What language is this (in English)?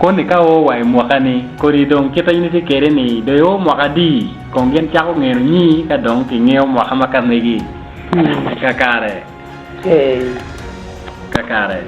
Acoli